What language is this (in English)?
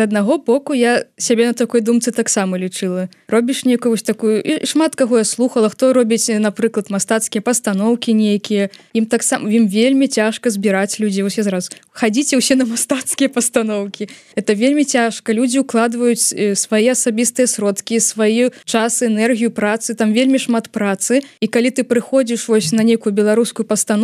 Belarusian